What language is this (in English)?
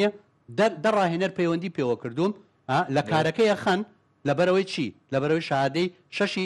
Central Kurdish